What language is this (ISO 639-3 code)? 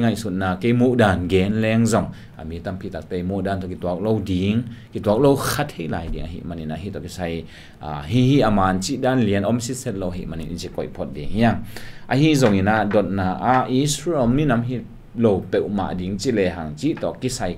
ctd